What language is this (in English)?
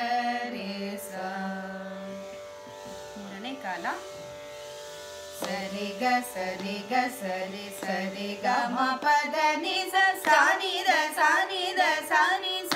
Kannada